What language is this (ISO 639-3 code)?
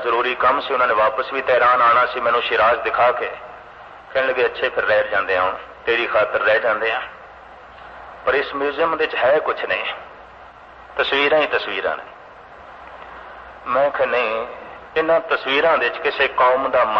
pan